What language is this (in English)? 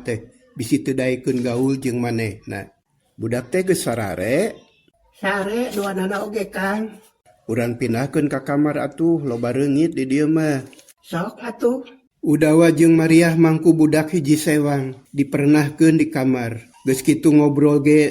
Sundanese